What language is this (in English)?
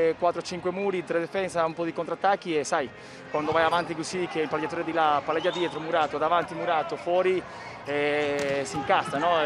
Italian